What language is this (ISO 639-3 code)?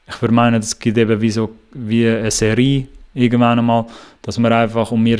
gsw